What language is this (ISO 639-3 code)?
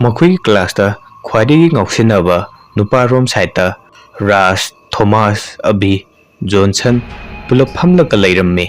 mni